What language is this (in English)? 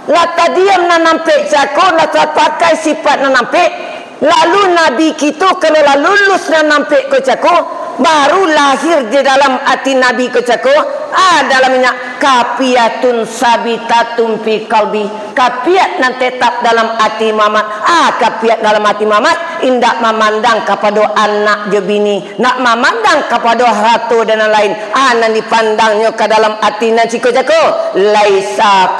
Minangkabau